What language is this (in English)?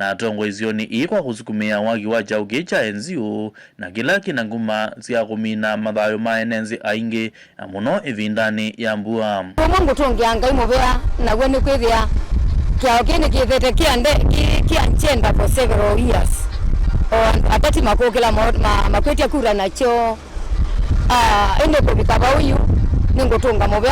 Kamba